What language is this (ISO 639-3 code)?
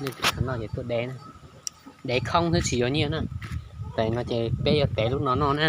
hmn